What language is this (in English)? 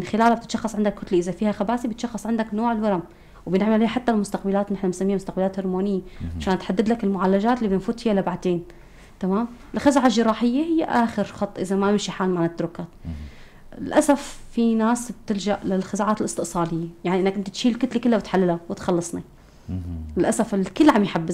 North Levantine Arabic